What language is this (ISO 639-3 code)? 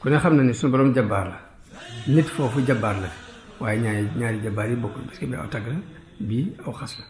wol